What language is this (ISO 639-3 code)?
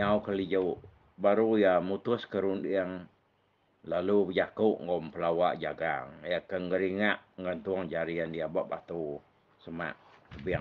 iba